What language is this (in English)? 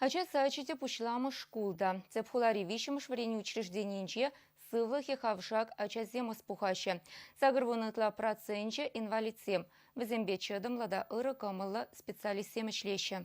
Chuvash